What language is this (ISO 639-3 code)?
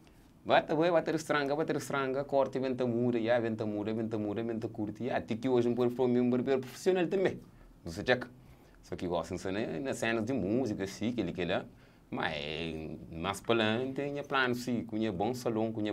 kea